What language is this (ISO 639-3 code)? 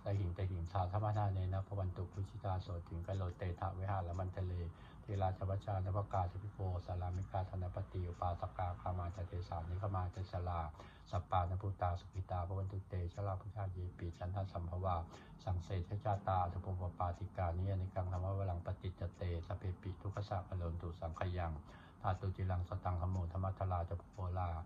pli